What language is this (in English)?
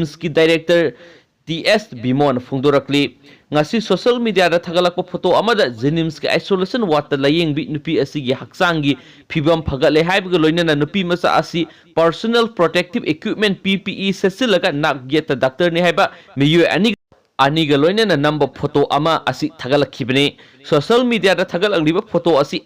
Manipuri